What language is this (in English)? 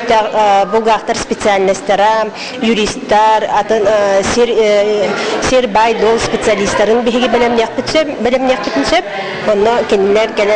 Yakut